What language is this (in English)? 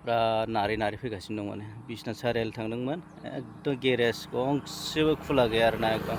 Bodo